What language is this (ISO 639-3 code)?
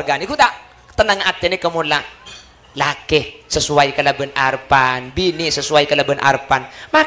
mad